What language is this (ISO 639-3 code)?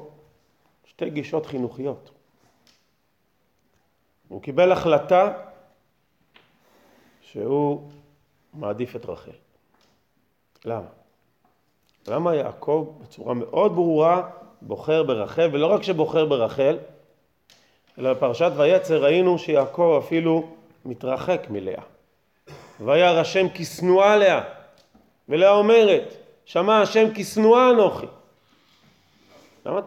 heb